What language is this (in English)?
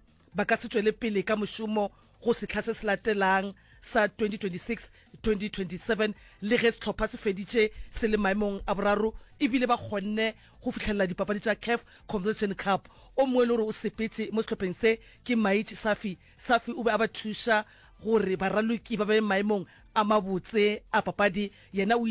Northern Sotho